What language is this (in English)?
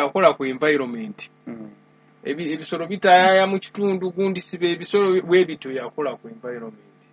Ganda